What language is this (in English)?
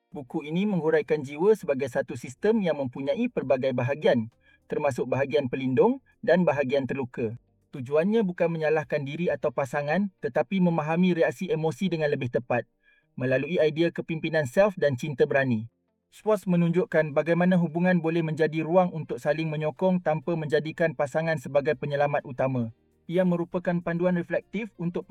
Malay